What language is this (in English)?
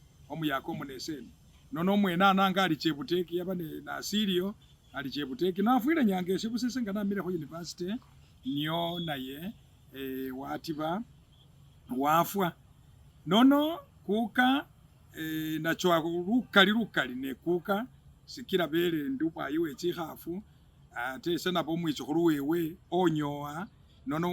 Masaaba